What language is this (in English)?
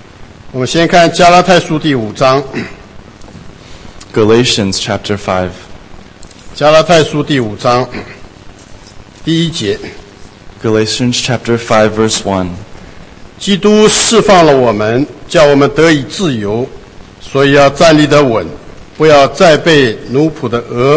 Chinese